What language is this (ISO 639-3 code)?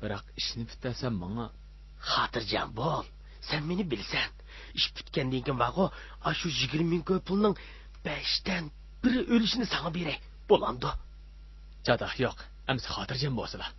uig